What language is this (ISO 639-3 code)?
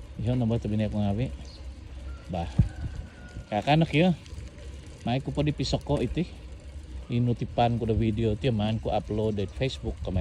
dtp